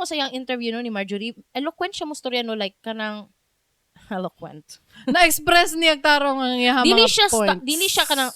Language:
Cebuano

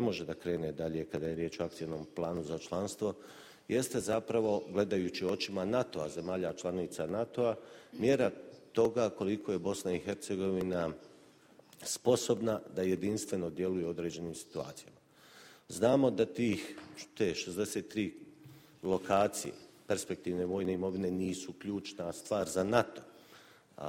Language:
Bosnian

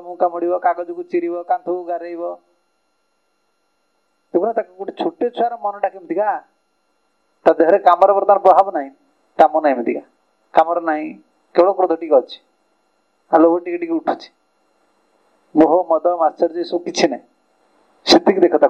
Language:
Odia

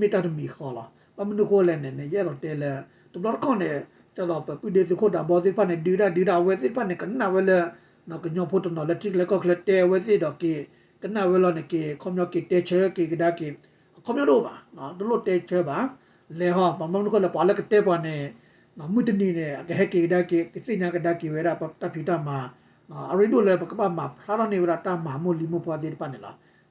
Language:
S'gaw Karen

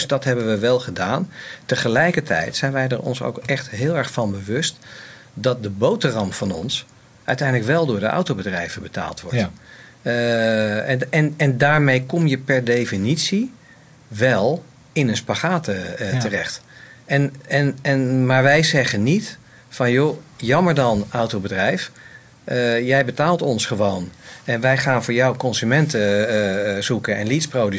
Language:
Dutch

